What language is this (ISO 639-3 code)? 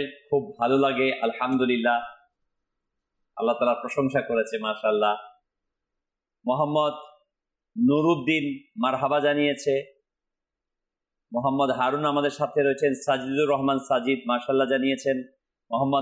ben